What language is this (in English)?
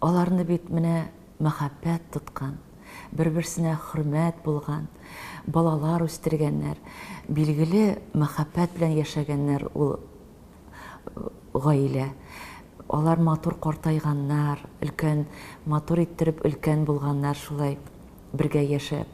Tatar